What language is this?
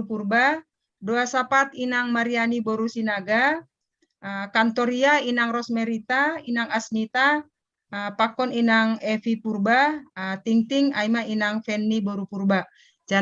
Batak Simalungun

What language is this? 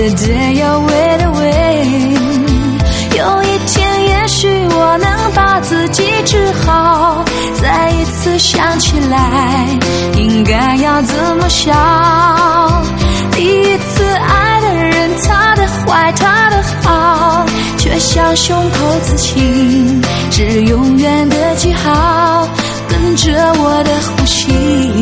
Chinese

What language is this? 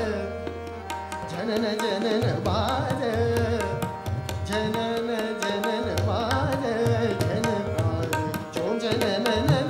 Hindi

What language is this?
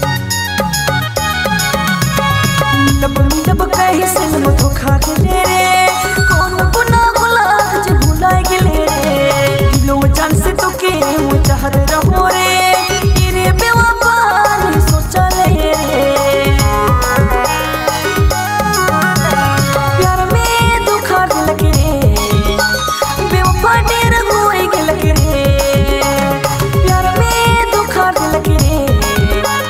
Sadri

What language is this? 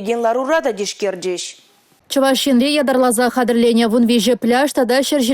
Chuvash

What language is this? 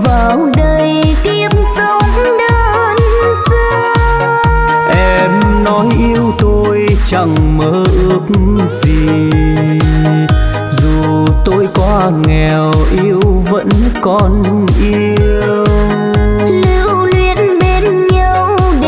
Vietnamese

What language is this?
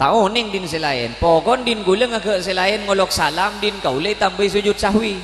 Madurese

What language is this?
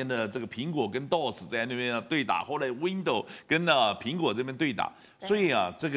Chinese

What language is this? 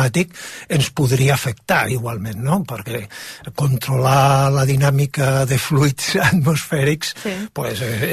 Catalan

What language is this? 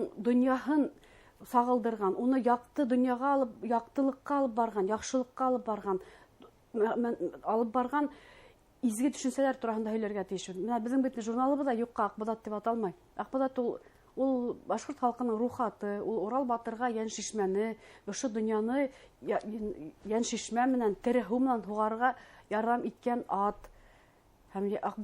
Bashkir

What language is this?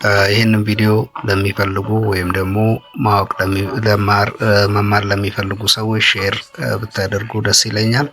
Amharic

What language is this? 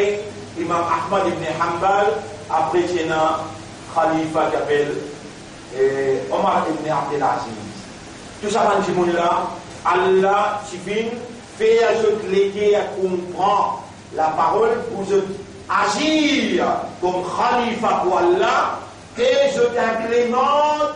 Morisyen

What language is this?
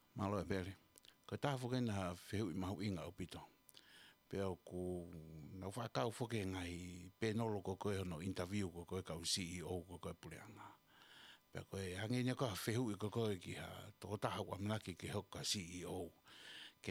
Tongan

